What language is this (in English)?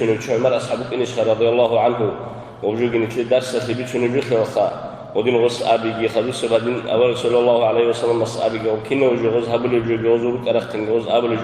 Avaric